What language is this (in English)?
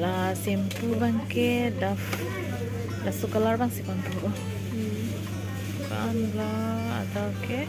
Karbi